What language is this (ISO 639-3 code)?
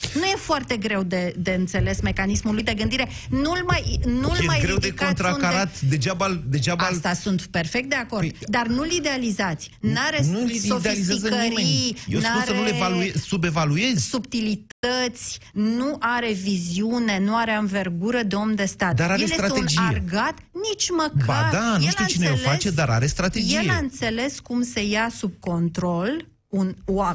ron